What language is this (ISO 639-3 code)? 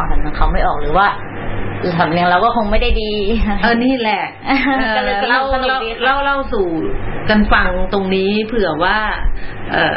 tha